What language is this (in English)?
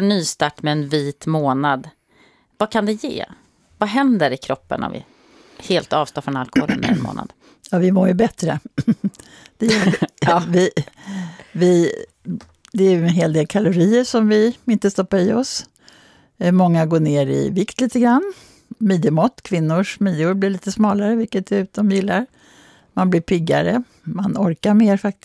Swedish